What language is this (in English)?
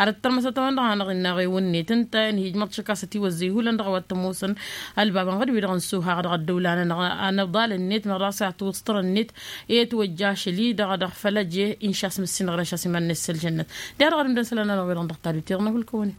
Tamasheq